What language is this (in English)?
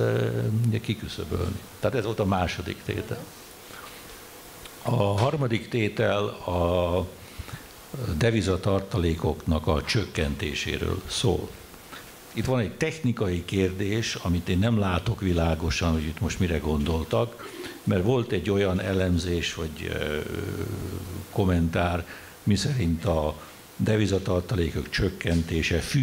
Hungarian